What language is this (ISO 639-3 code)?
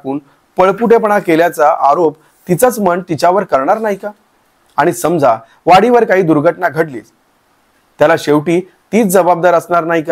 mar